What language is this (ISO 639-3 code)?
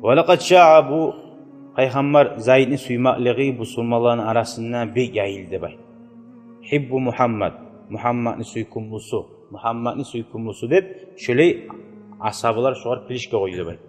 kum